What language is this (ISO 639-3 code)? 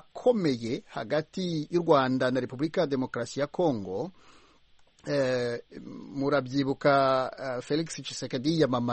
kin